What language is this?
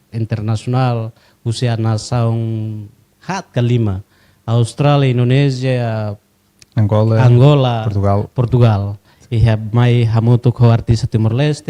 Tetum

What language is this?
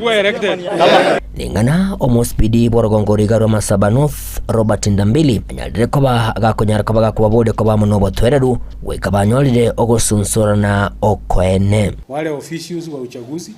Gusii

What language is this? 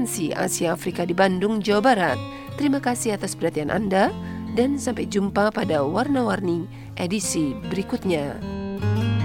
Indonesian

